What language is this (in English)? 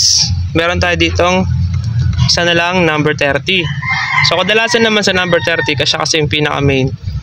Filipino